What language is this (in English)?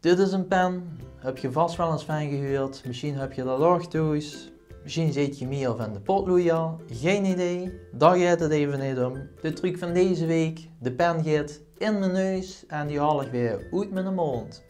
Limburgish